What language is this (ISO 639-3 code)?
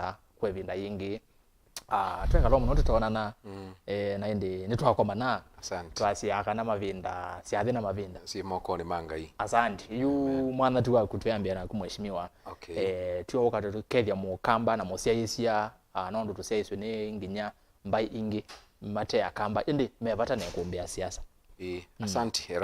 kam